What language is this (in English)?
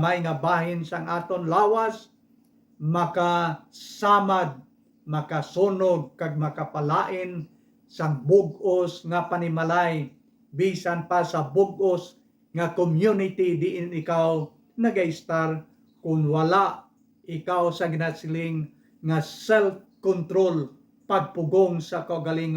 Hiligaynon